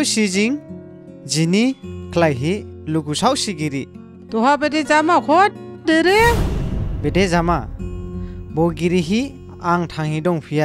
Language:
Dimasa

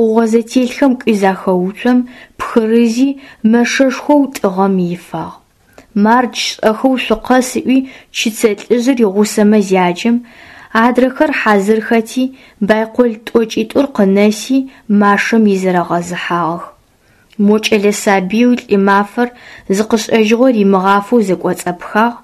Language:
Adyghe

